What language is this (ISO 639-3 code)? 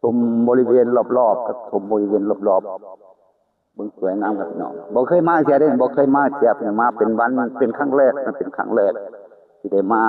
tts